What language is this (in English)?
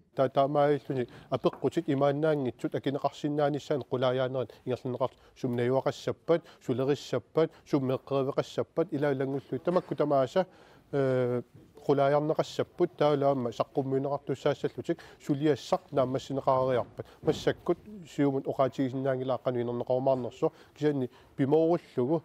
Kalaallisut